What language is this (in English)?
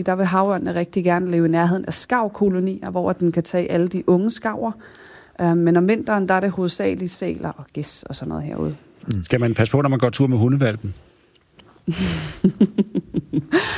Danish